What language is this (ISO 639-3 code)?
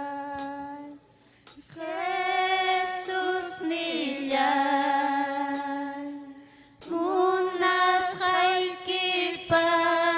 quy